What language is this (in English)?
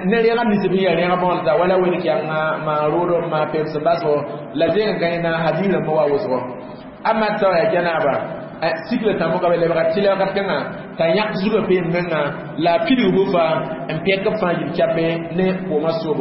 Mossi